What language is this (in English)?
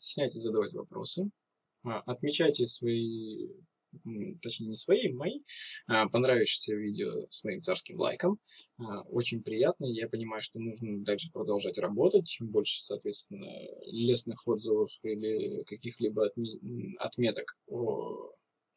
Russian